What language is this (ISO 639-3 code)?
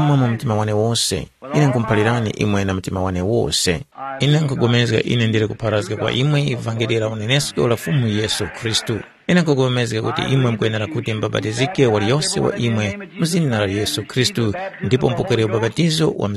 tum